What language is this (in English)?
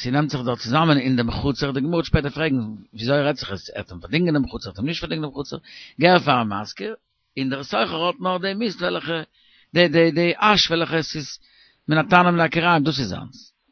Yiddish